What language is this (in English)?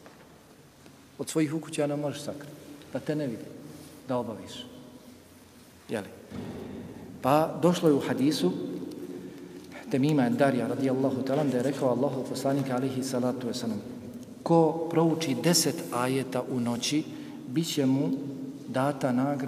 Bosnian